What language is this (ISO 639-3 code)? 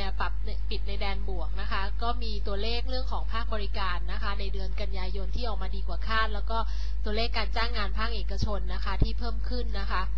tha